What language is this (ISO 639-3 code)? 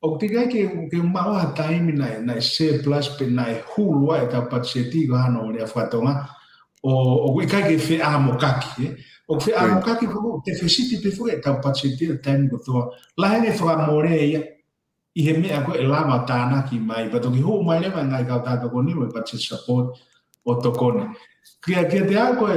ton